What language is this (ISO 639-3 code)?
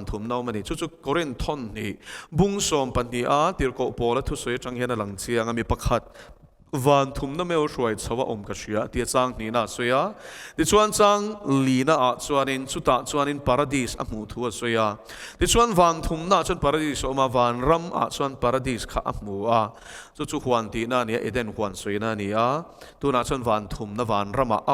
lus